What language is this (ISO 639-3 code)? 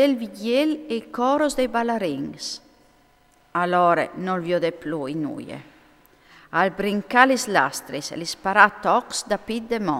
fur